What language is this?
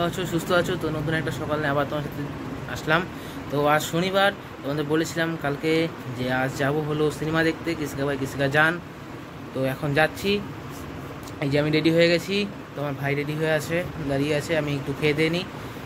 Bangla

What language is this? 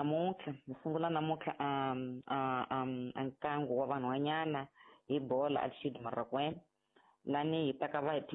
Tsonga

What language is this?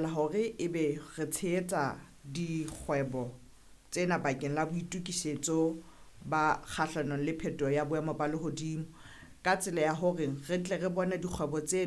Southern Sotho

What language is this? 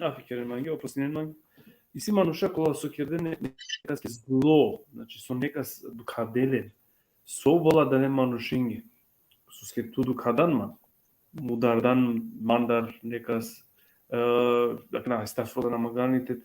Balkan Romani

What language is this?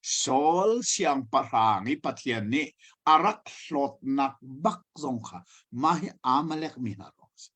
Hakha Chin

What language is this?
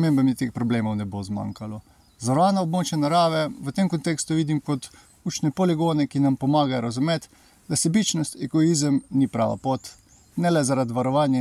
Slovenian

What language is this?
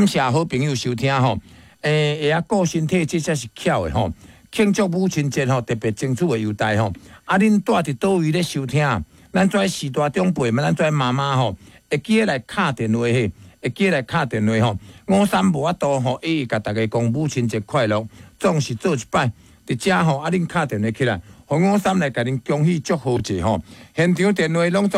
Min Nan Chinese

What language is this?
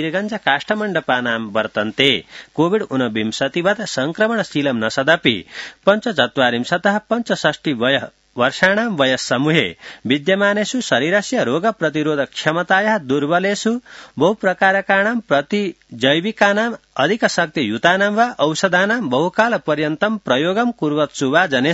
Sanskrit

